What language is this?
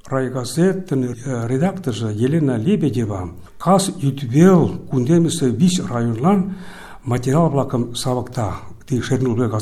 Mari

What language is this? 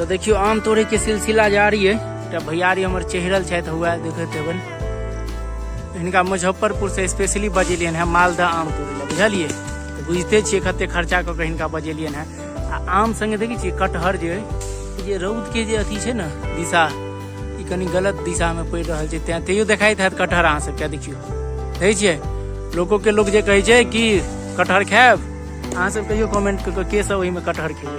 Maithili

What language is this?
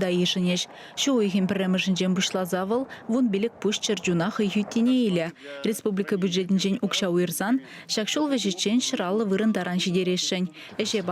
Chuvash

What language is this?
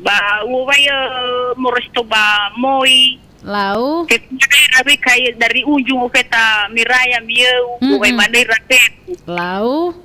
Nias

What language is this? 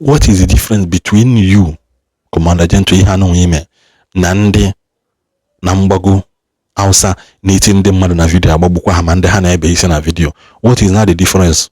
Igbo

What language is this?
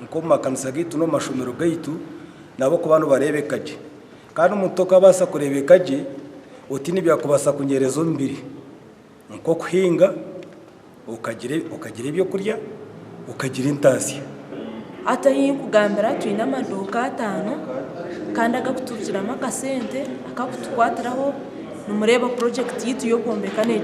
Nyankole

